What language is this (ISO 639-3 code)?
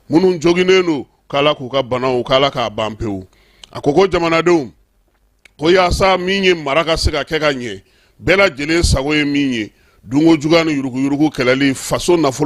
bam